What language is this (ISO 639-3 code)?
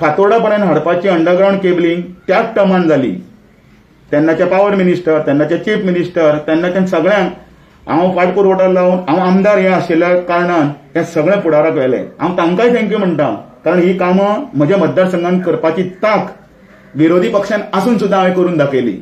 kok